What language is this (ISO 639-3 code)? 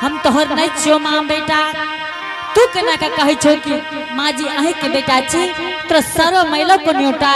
anp